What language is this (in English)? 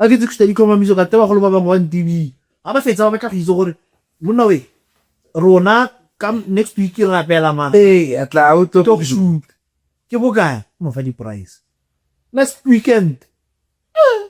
Tswana